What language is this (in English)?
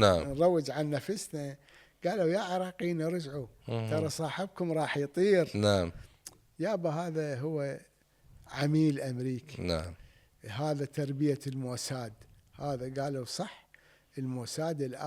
Mesopotamian Arabic